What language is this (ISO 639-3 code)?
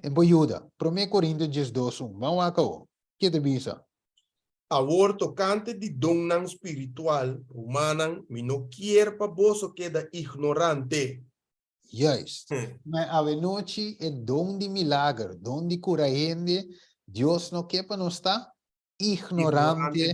pap